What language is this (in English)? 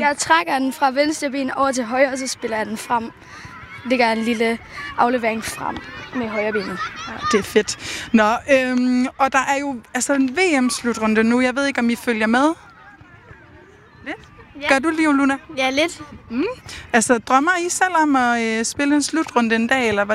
Danish